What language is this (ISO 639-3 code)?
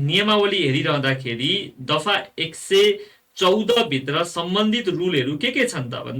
nep